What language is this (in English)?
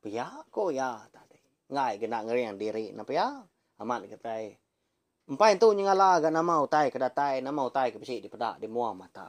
Iban